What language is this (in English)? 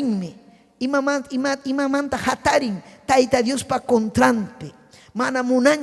Ayacucho Quechua